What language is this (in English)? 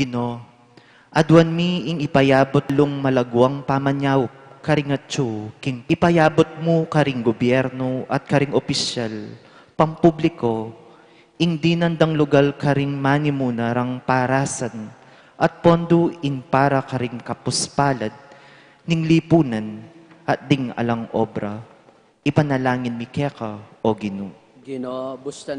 Pampanga